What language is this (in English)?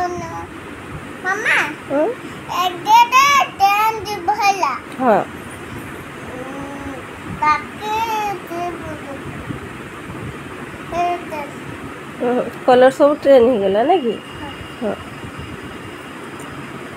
Odia